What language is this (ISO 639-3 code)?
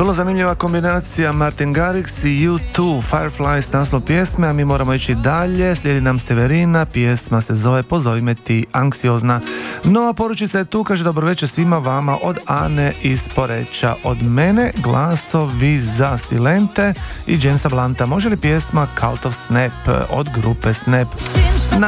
hrv